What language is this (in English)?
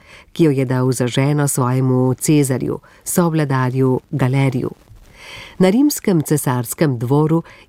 Slovenian